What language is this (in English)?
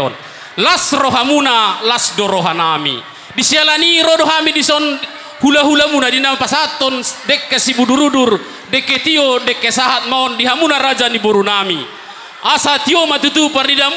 Batak Toba